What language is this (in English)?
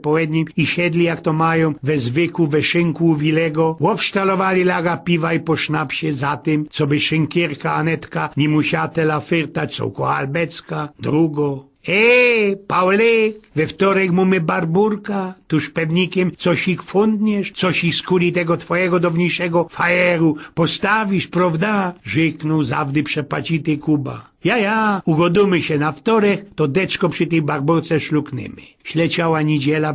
Silesian